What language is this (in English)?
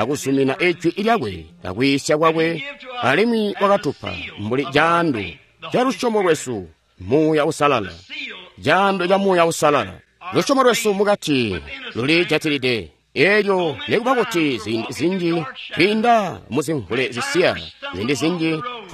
Tonga (Zambia)